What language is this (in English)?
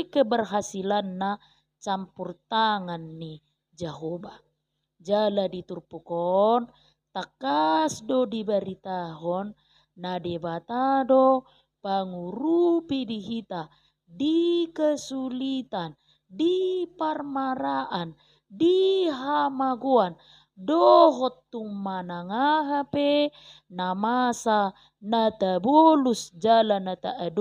Batak Toba